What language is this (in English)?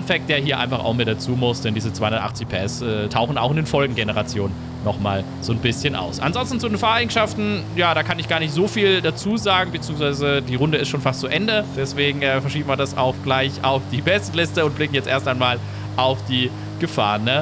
German